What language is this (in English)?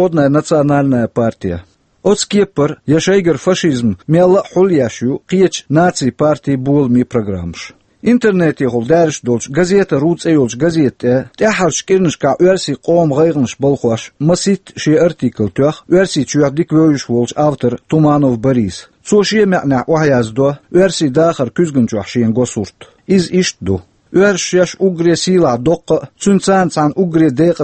Chechen